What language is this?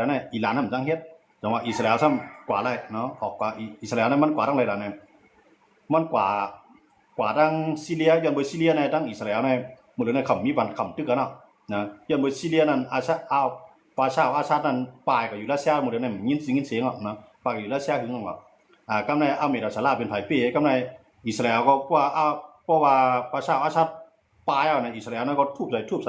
Shan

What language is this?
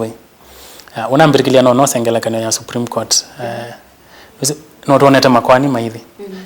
Kamba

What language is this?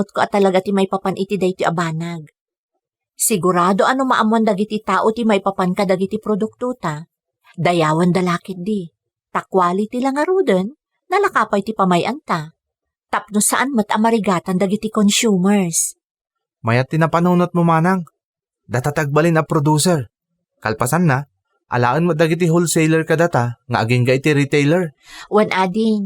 Iloko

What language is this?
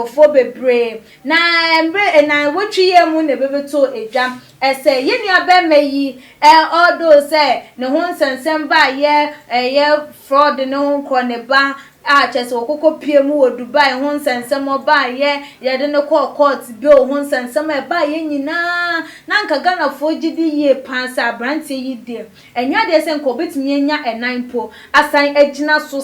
Akan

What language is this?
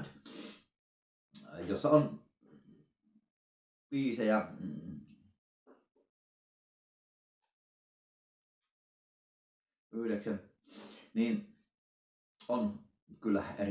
Finnish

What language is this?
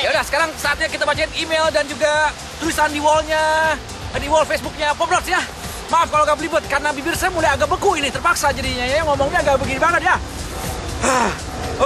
Indonesian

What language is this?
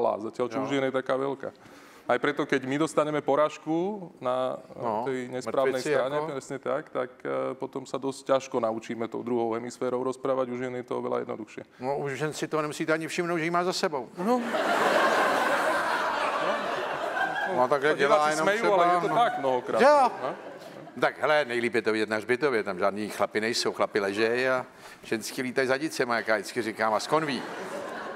Czech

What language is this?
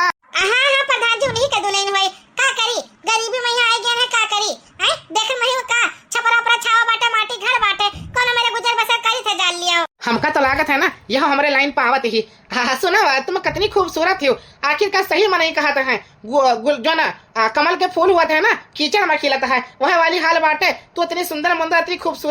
Awadhi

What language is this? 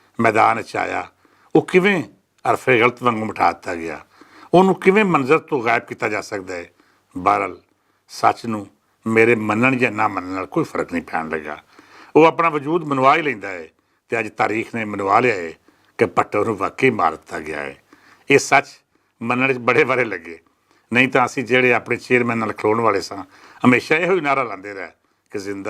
Western Panjabi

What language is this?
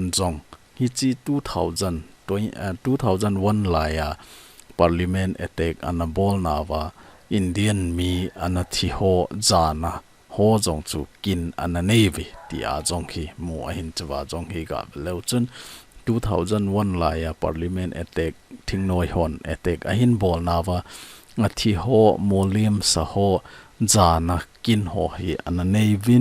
Thado Chin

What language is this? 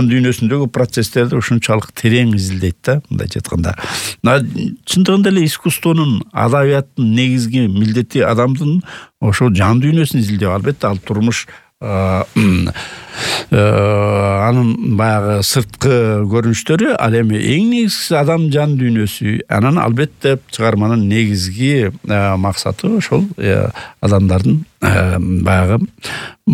Kyrgyz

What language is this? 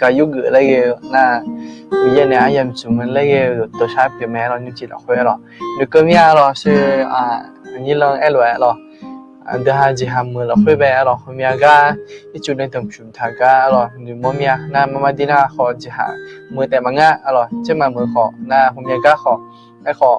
Akha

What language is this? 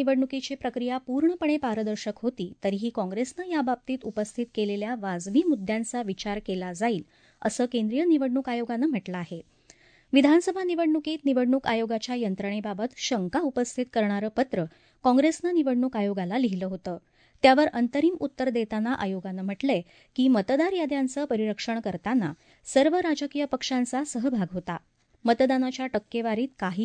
Marathi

